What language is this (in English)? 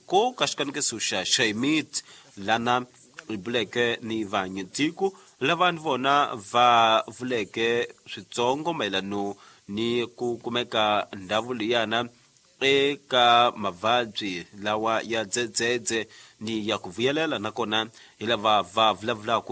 Tsonga